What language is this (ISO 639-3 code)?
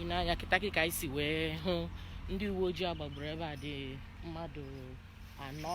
ibo